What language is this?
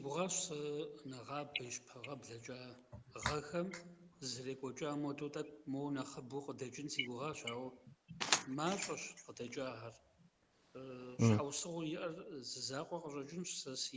Kabardian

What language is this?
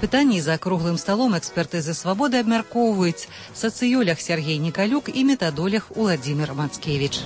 Belarusian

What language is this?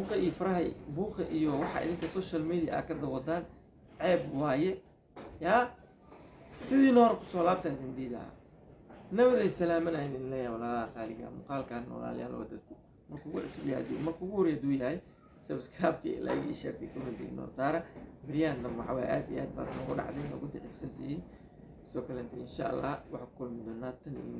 Somali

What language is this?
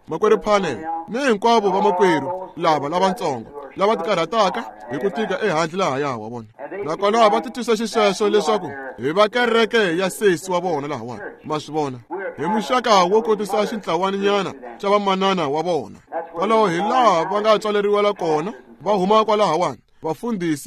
Tsonga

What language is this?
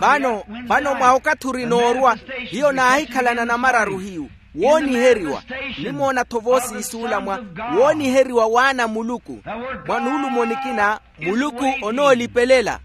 Makhuwa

